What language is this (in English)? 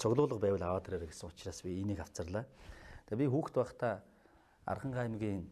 Mongolian